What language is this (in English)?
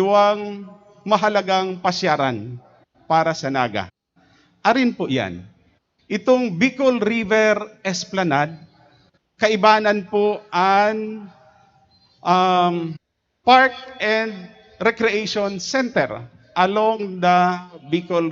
Bikol